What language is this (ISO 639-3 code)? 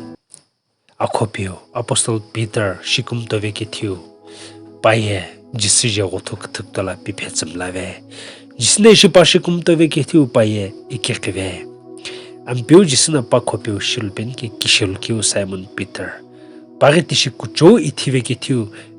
nsm